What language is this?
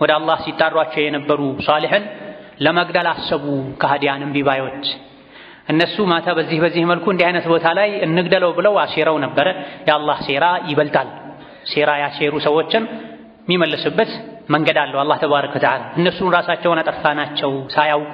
Amharic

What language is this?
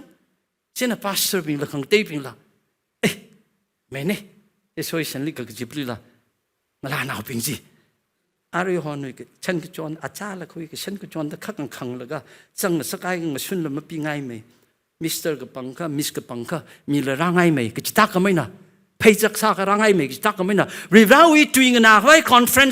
Tangkhul Naga (India)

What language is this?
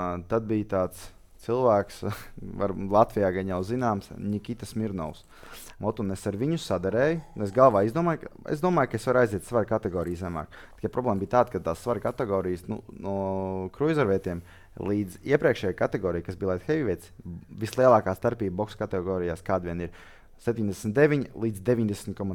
Latvian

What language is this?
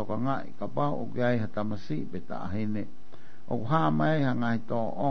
Tongan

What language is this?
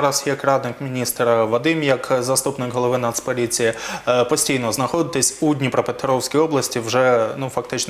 Ukrainian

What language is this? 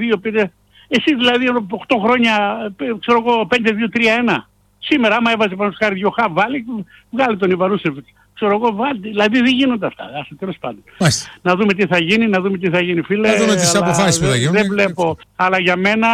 Greek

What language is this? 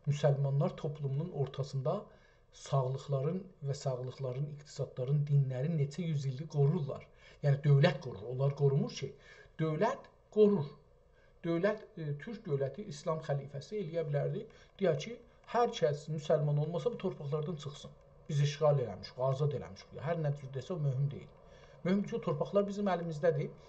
South Azerbaijani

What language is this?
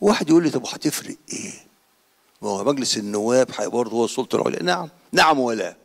Egyptian Arabic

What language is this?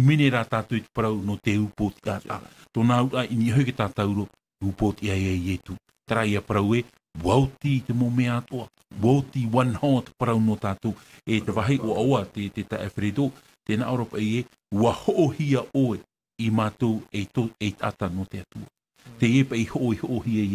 Tahitian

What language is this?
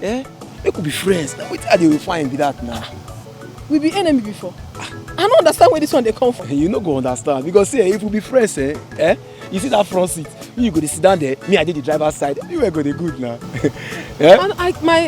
Nigerian Pidgin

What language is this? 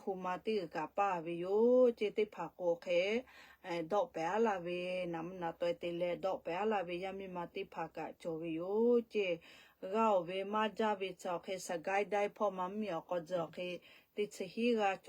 Lahu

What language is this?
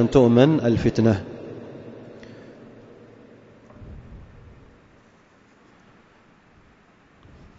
Arabic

